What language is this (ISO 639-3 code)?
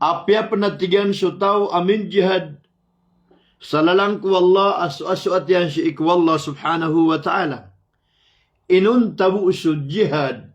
mrw